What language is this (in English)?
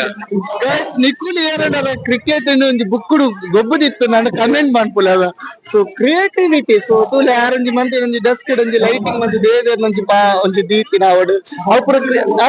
Tulu